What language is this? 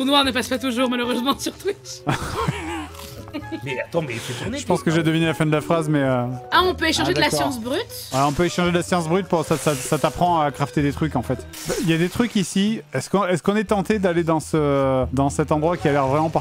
French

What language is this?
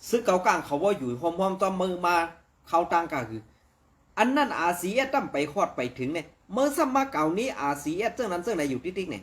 Shan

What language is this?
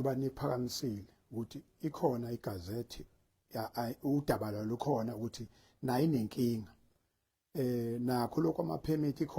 Zulu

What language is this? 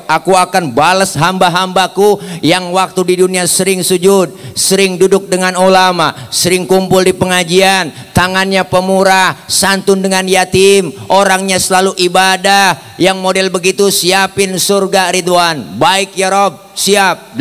Betawi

